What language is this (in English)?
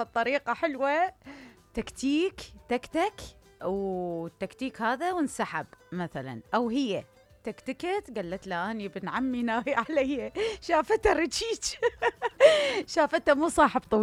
Mesopotamian Arabic